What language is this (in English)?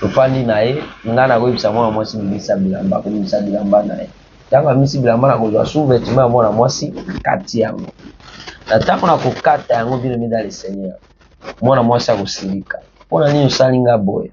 Lingala